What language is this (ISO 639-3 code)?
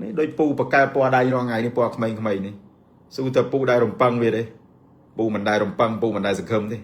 khm